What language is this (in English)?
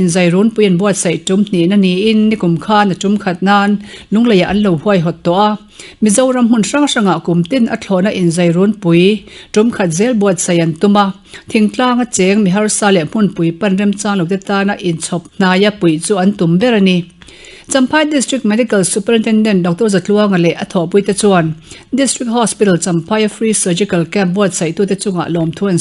Mizo